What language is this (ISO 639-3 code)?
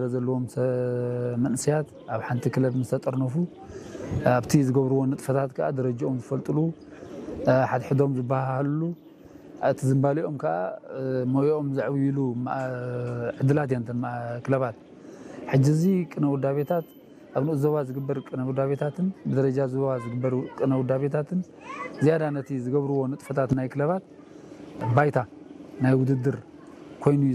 tir